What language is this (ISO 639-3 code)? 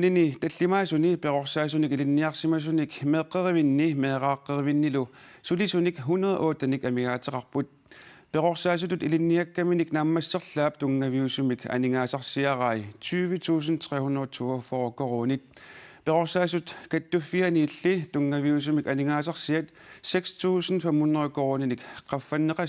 kal